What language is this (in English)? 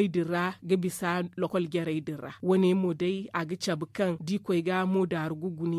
Zarma